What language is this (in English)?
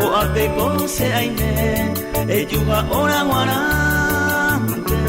Guarani